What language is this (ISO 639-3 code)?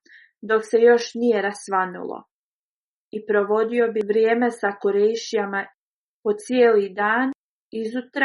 bos